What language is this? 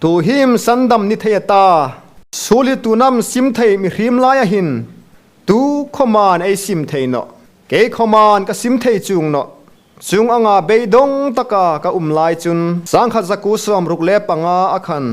Hmar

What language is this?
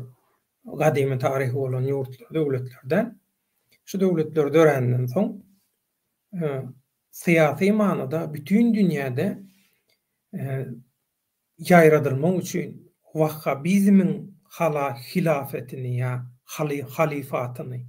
Turkmen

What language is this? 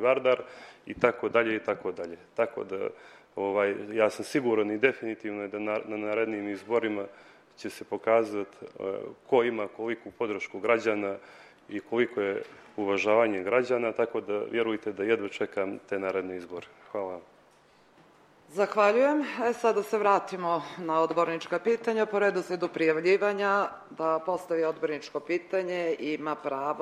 Serbian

